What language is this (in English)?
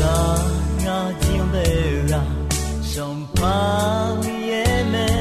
Akha